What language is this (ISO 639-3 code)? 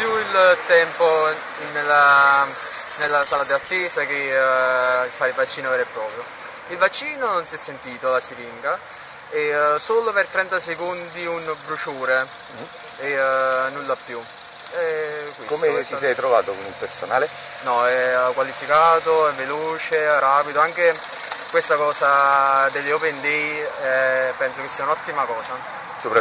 ita